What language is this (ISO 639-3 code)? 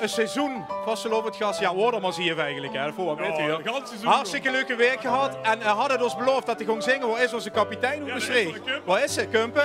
lim